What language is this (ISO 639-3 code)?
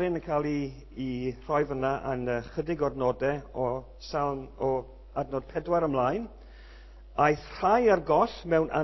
cym